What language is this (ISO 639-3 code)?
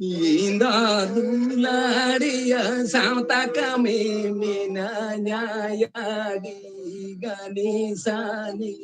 sat